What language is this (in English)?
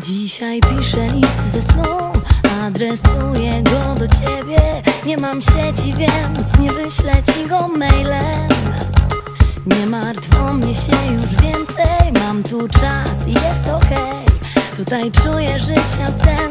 Polish